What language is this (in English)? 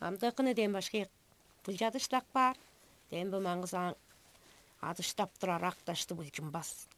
Tuvinian